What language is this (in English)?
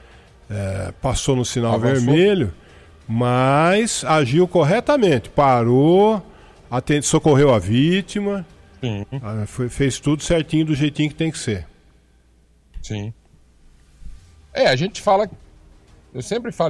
Portuguese